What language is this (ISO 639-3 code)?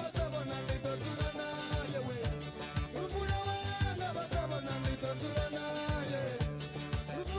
ven